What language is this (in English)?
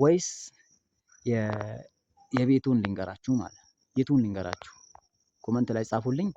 Amharic